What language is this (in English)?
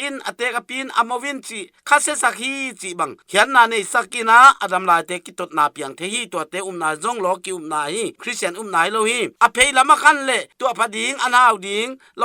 Tedim Chin